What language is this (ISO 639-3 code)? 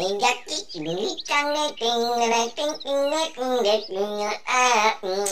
bew